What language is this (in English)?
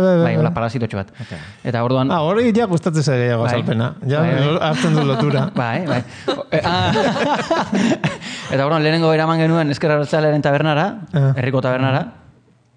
Basque